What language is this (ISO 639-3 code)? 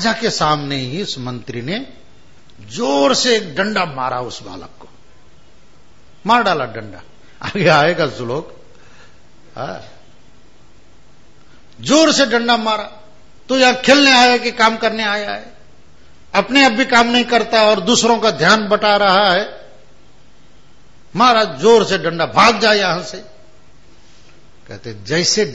hin